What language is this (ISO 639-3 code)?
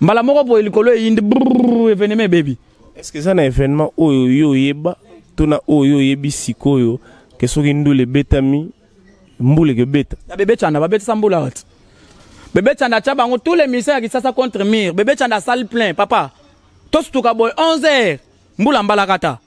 lin